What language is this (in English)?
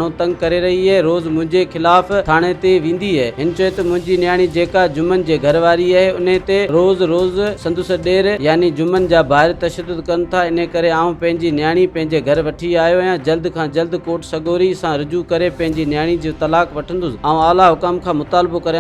Sindhi